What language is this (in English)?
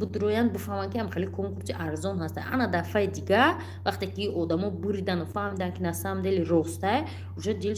Tajik